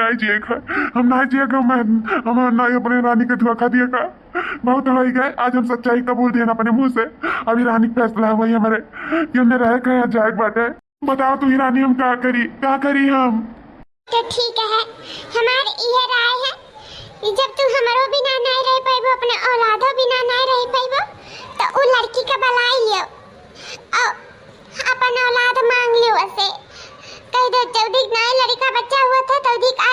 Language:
Awadhi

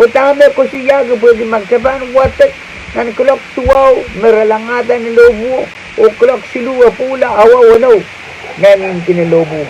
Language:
Pohnpeian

